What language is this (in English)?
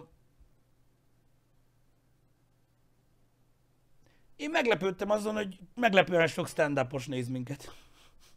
Hungarian